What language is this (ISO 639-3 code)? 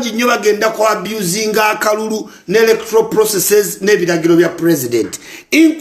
lug